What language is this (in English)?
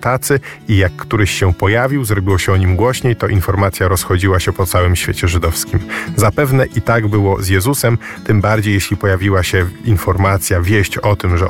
Polish